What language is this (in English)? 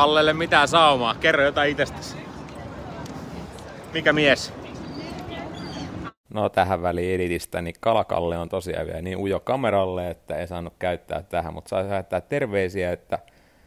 Finnish